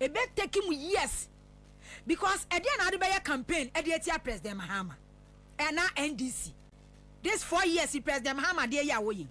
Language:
Akan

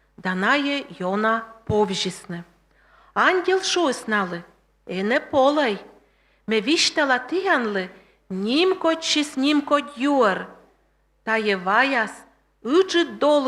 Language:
Komi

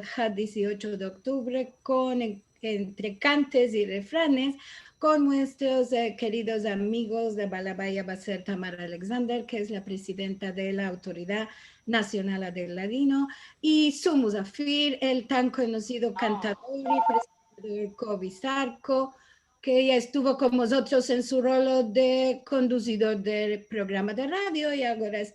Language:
Ladino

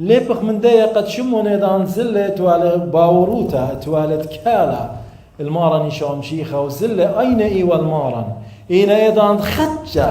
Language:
Assyrian Neo-Aramaic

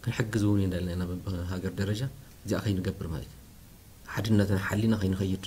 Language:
Tigrinya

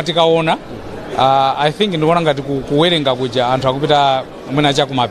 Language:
Nyanja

